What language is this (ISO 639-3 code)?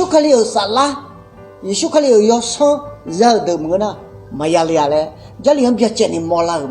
ahk